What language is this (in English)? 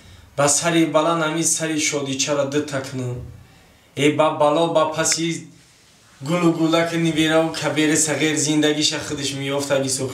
Tajik